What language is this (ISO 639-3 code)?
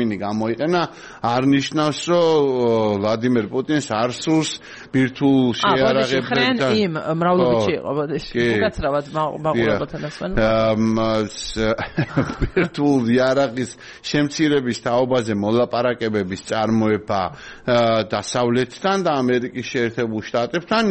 kat